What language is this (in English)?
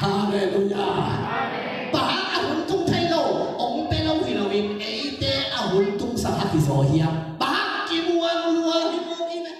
Tedim Chin